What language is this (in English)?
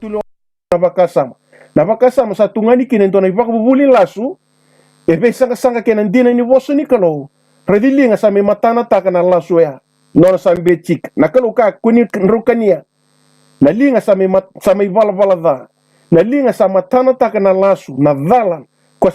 Fijian